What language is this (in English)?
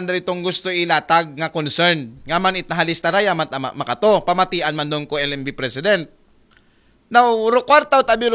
Aklanon